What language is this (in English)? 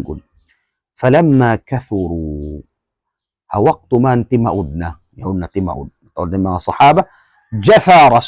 Tausug